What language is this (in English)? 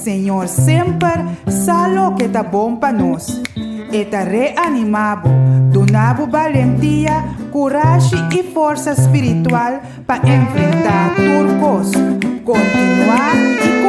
Papiamento